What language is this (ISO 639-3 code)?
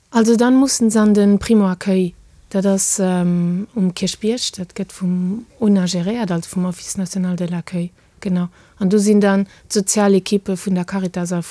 ltz